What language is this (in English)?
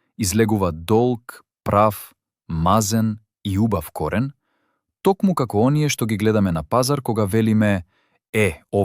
Macedonian